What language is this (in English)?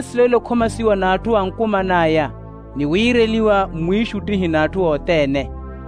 Makhuwa